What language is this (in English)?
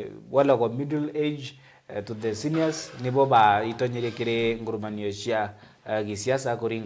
Meru